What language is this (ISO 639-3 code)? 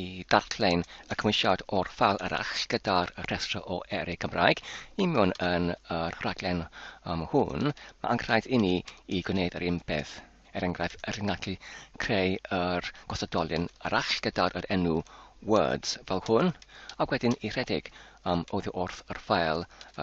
cym